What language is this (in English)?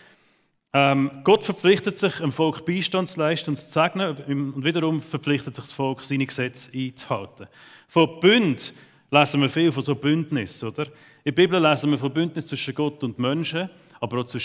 Swiss German